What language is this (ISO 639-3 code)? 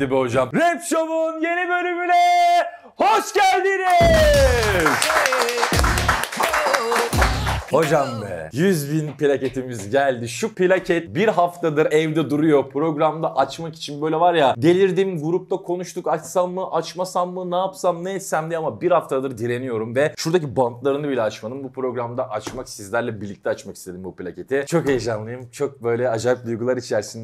tur